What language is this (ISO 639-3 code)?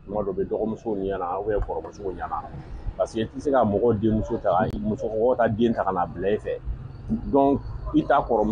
bam